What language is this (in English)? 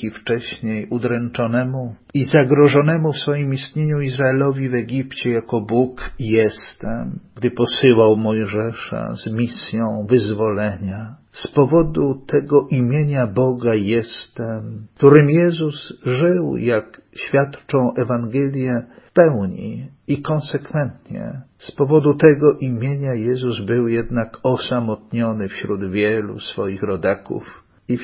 Polish